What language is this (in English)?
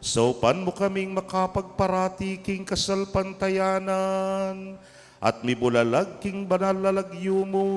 Pampanga